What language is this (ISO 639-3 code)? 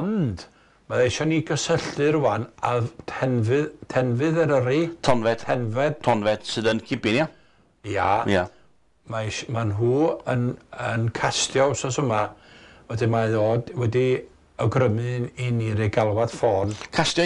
cym